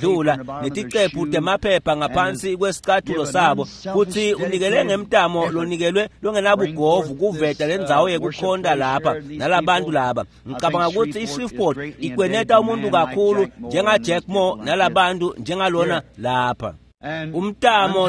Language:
Swati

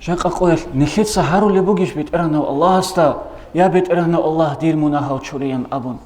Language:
Avaric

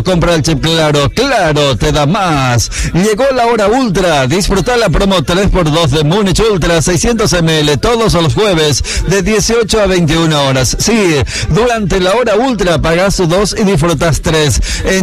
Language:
Spanish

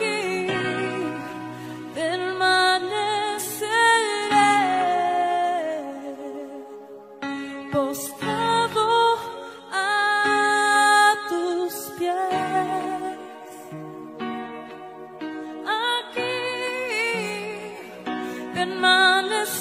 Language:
Spanish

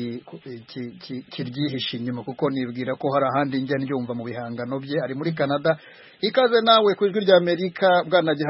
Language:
Kinyarwanda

